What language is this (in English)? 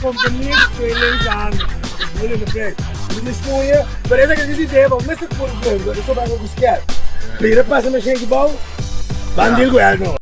Papiamento